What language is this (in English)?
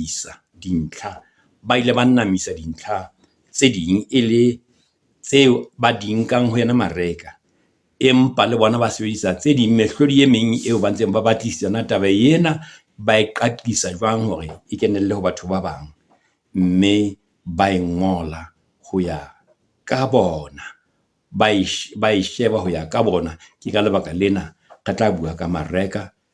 Southern Sotho